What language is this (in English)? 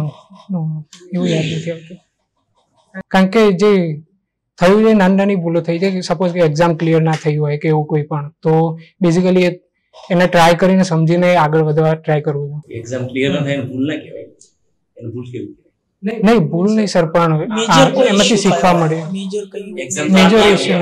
Gujarati